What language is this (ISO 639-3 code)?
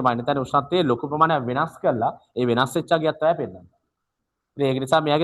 sin